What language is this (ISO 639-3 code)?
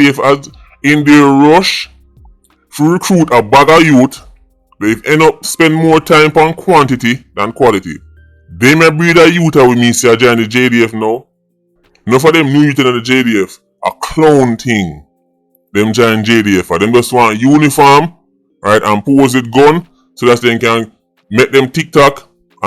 jam